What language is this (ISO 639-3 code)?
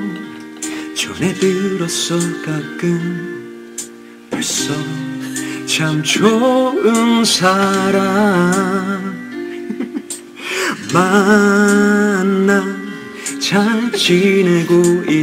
kor